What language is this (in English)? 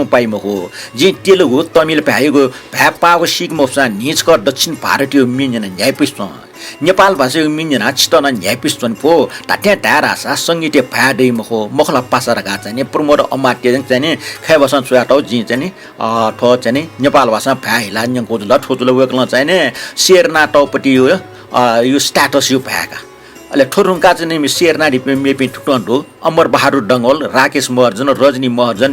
Newari